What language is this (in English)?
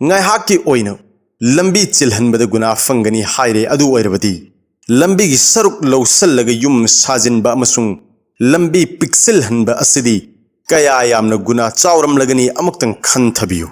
Manipuri